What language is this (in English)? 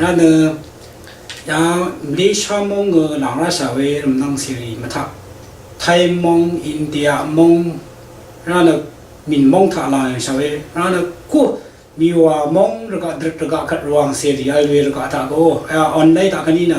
Rawang